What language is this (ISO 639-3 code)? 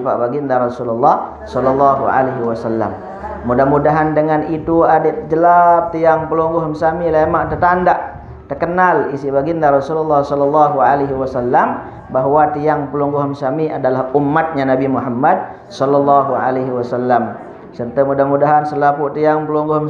sas